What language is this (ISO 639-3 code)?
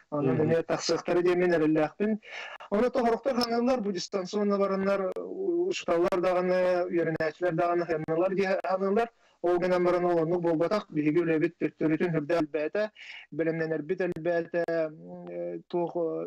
sah